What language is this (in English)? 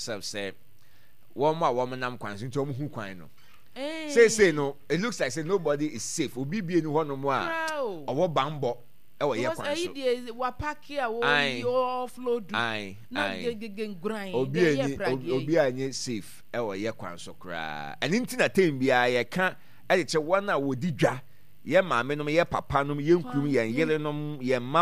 Akan